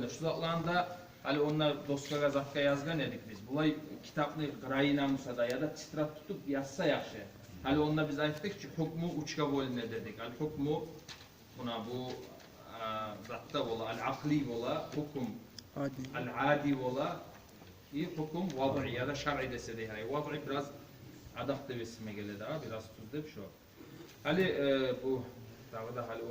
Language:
Kumyk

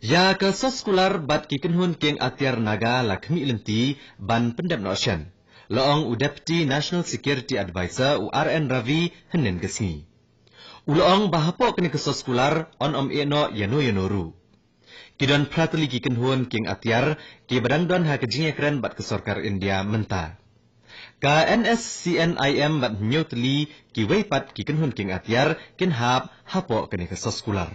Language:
Khasi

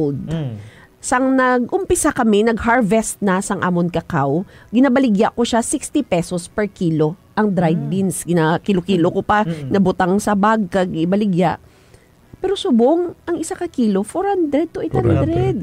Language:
Hiligaynon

